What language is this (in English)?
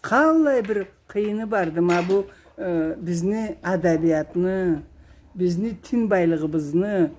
Karachay-Balkar